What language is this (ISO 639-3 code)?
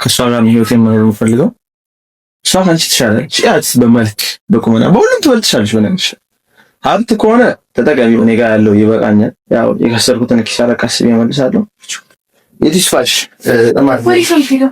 amh